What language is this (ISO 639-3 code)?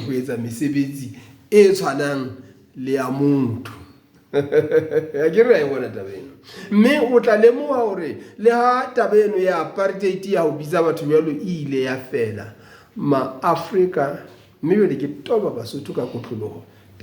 sot